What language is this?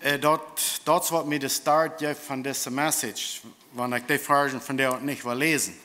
Plautdietsch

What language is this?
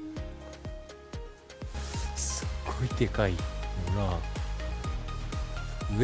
Japanese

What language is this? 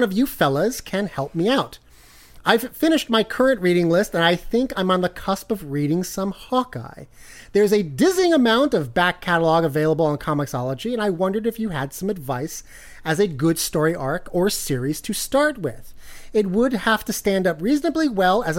English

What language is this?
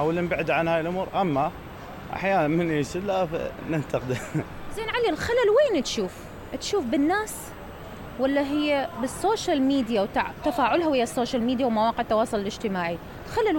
Mesopotamian Arabic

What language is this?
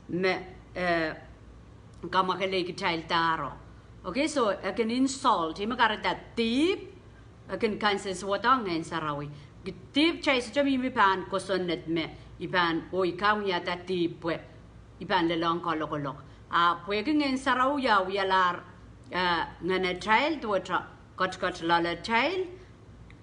Pohnpeian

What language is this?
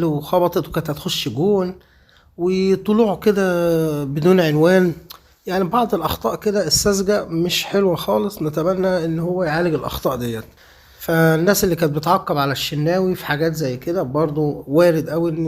Egyptian Arabic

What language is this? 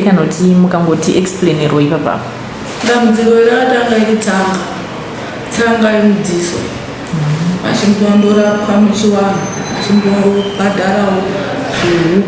Shona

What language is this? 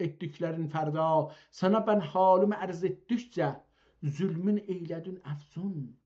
South Azerbaijani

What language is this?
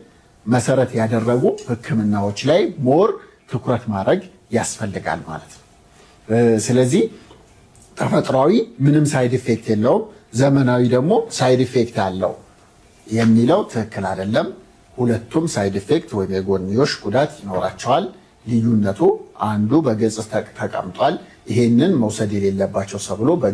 Amharic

